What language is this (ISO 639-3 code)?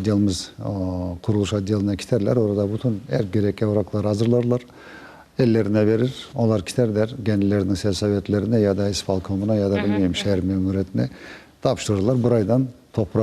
crh